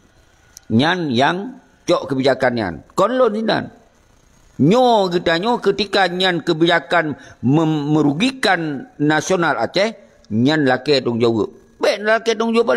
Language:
Achinese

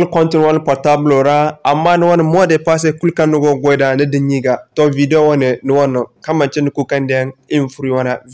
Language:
Zarma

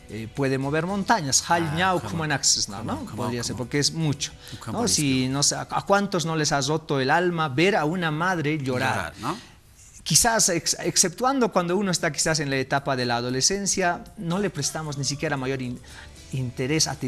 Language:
Aymara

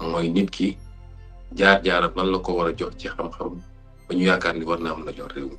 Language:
Wolof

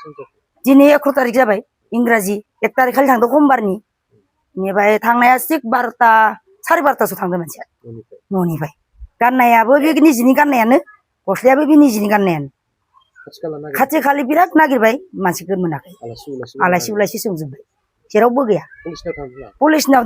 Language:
Bodo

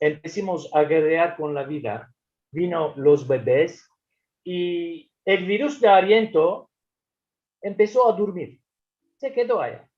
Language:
Ladino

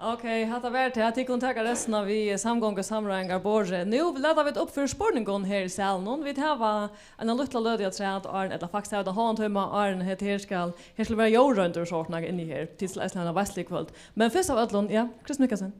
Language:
Faroese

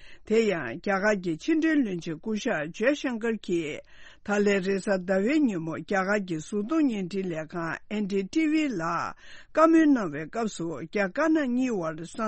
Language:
Tibetan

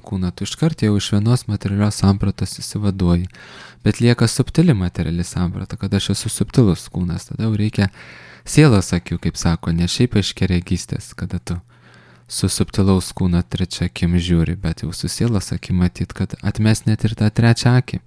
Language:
Lithuanian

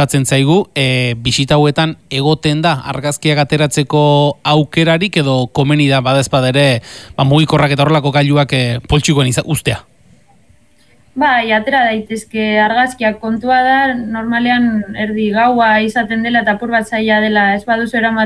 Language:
Basque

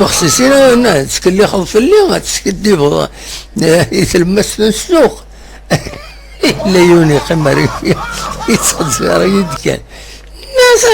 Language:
Kabyle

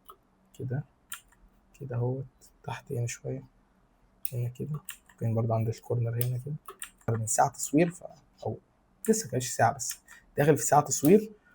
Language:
Egyptian Arabic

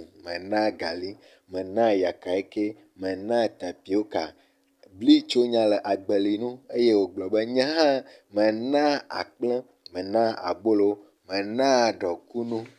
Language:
Ewe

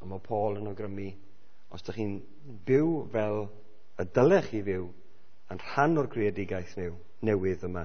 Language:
Welsh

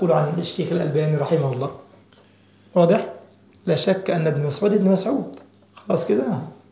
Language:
Egyptian Arabic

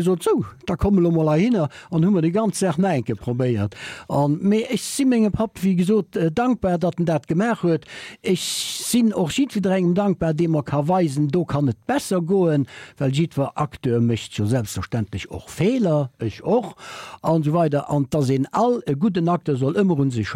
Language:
Luxembourgish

